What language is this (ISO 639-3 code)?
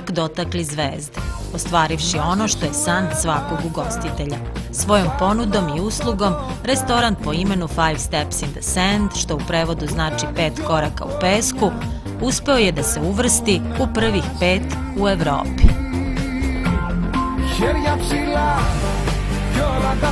srp